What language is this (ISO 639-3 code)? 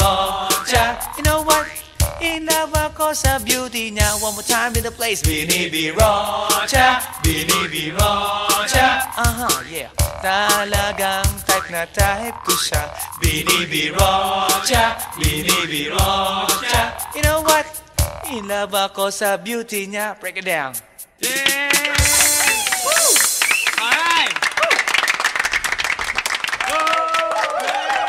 fil